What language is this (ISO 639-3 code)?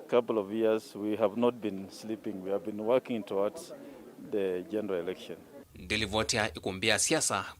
kam